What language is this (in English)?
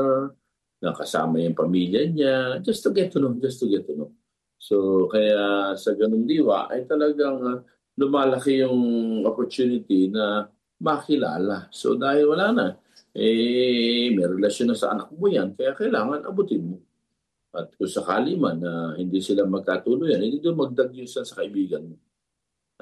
Filipino